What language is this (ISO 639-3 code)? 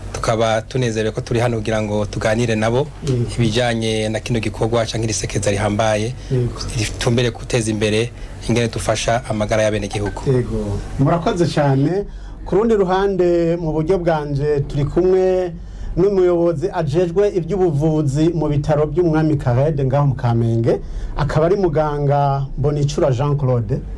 run